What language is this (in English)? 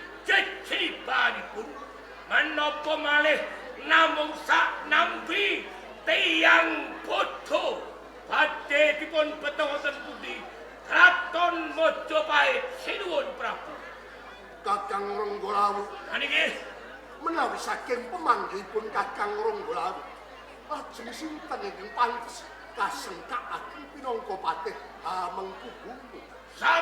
Javanese